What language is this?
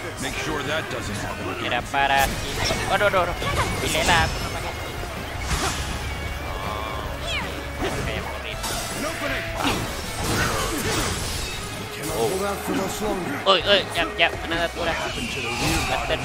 Malay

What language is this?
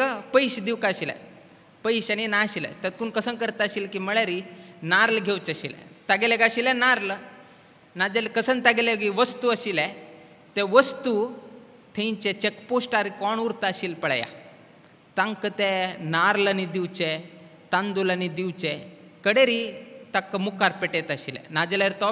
Konkani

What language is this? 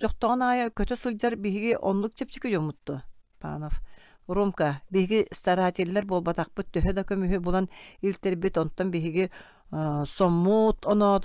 Yakut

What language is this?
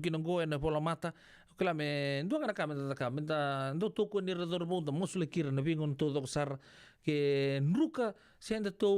Fijian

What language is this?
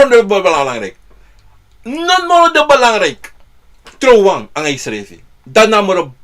Sranan Tongo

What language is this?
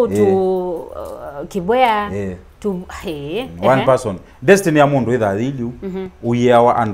Kamba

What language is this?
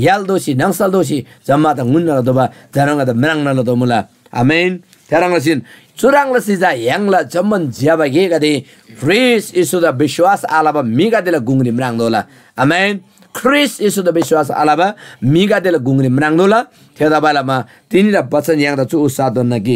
Eastern Tamang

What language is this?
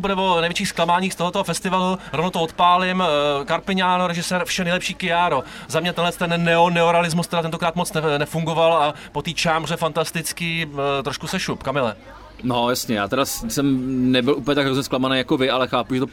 Czech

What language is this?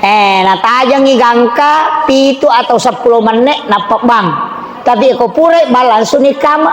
Buginese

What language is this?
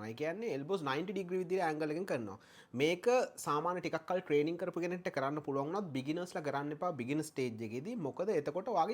Sinhala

